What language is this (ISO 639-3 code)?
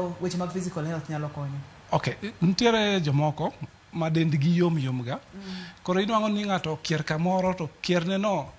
luo